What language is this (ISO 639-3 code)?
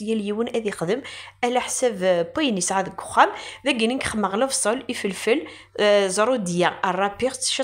kab